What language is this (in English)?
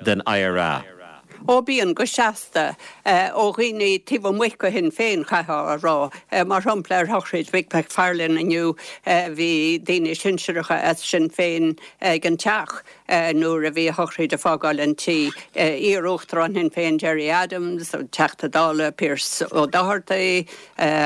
Irish